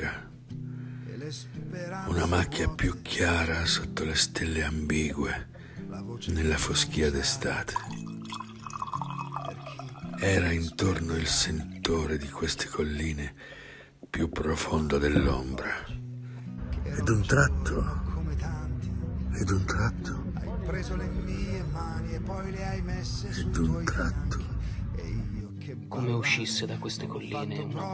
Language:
Italian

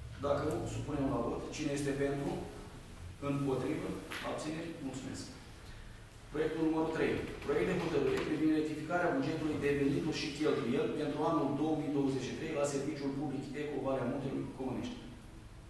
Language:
Romanian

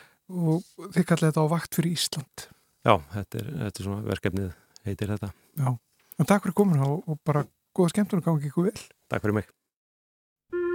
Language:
Icelandic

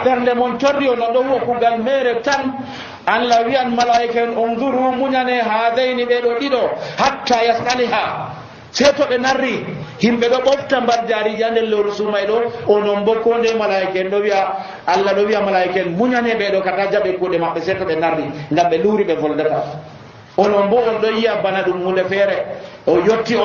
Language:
Nigerian Fulfulde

